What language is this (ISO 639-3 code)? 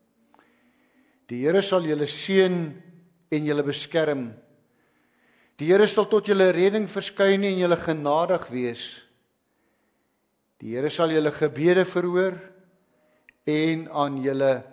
afr